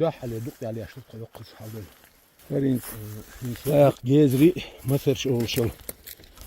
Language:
Chechen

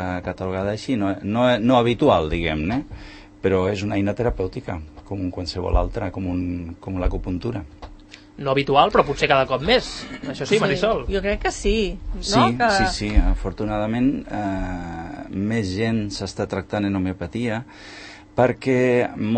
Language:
Catalan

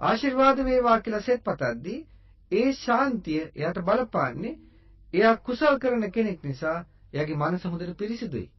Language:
Sinhala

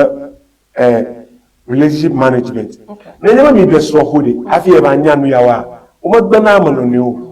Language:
Ewe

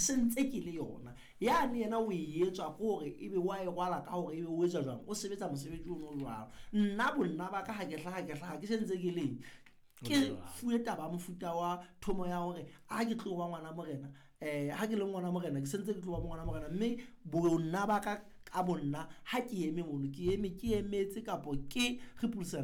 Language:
Southern Sotho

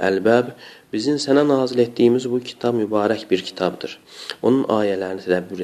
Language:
Azerbaijani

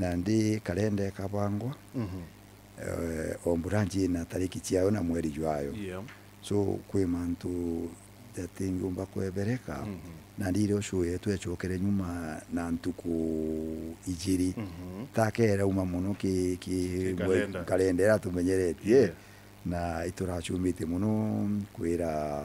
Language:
Meru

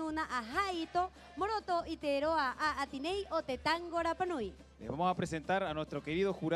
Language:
Rapanui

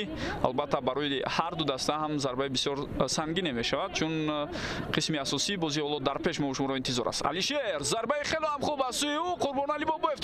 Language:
Tajik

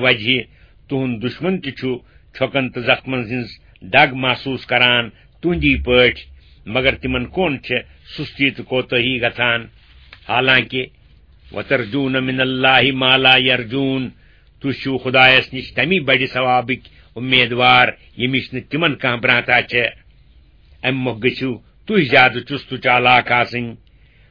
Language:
Kashmiri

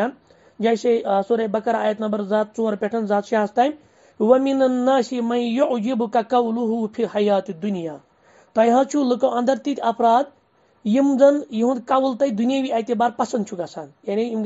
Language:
Kashmiri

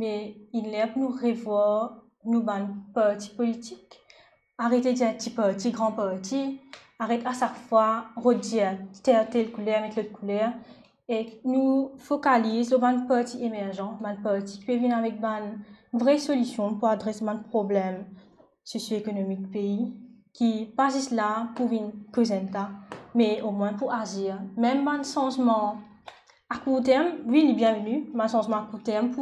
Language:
Morisyen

